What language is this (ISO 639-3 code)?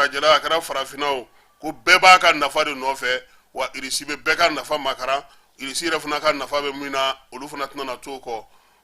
bam